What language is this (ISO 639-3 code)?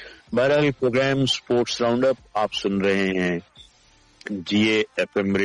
urd